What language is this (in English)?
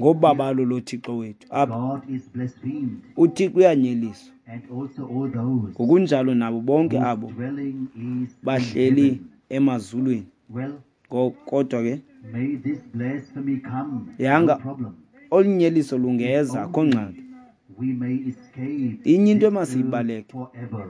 Xhosa